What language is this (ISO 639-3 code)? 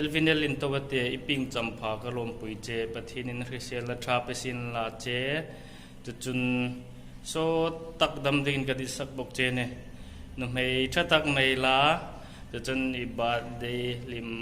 hmr